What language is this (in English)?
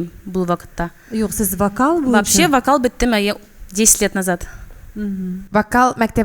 Tatar